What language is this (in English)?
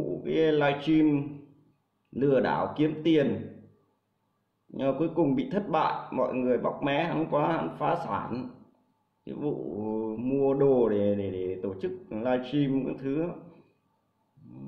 Vietnamese